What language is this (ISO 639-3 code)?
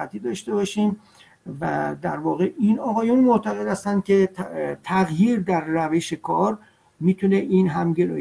fas